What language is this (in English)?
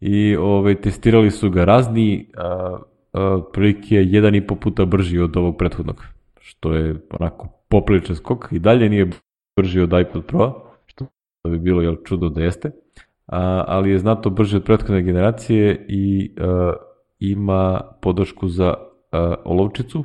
Serbian